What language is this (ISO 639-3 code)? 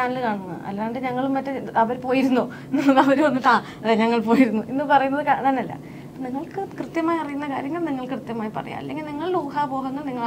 mal